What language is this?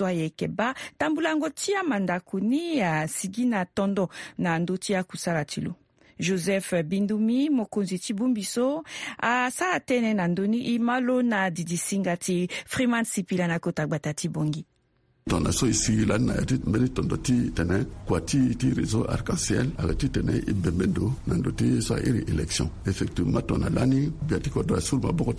Sango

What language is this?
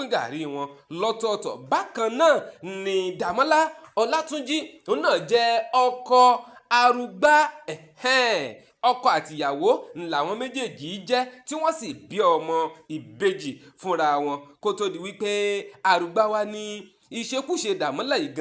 Yoruba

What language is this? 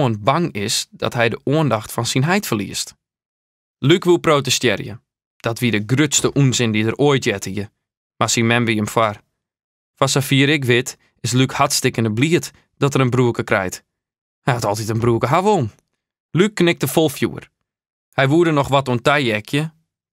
Western Frisian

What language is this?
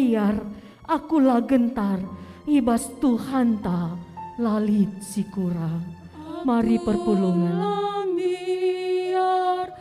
Batak Karo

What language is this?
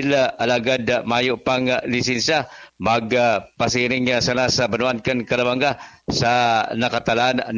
Bikol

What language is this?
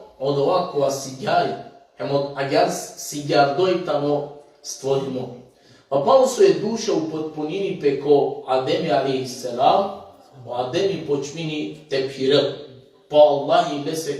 Balkan Romani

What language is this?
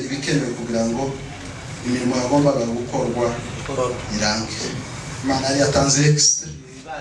Kinyarwanda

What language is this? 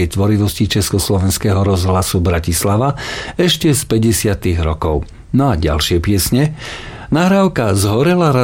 Slovak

